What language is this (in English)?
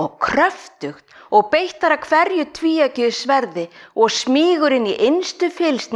Icelandic